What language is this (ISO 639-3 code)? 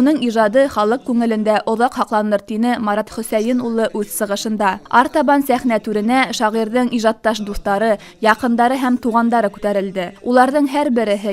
bak